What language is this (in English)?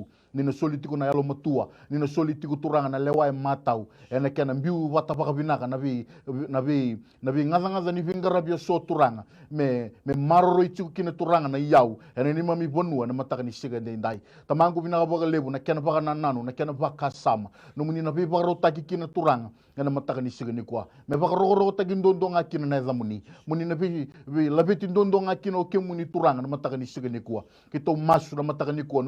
Fijian